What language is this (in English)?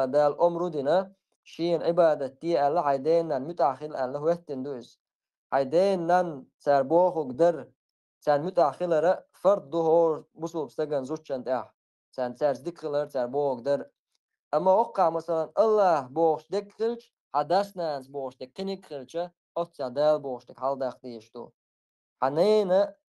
Chechen